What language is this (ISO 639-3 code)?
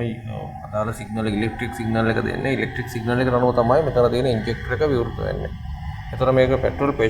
sin